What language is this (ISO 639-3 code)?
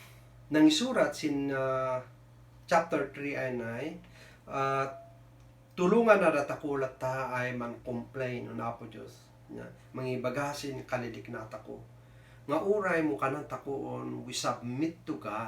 kne